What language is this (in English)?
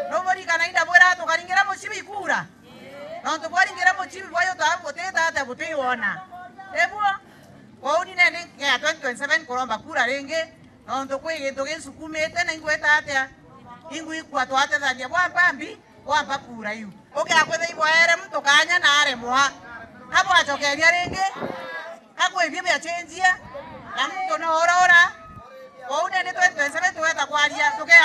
Meru